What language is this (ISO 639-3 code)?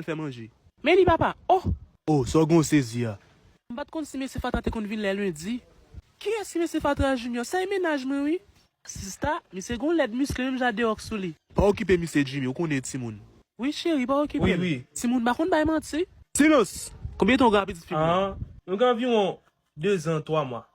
hat